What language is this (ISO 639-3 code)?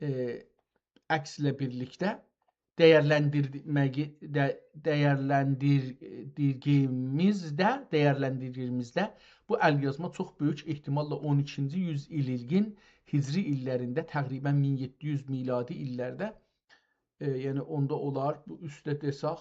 azb